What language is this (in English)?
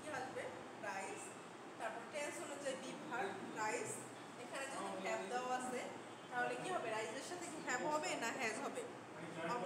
Bangla